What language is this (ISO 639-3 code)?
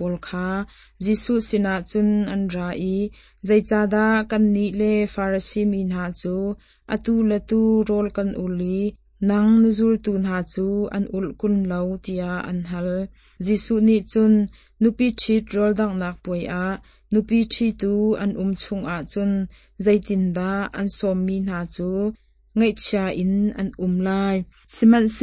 cnh